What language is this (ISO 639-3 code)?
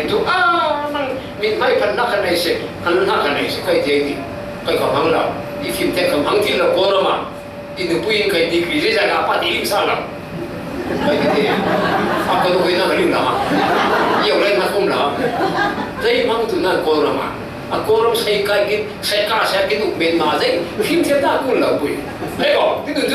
cfm